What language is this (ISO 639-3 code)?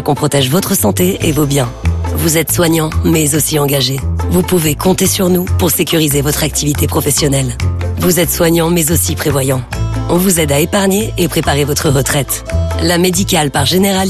fra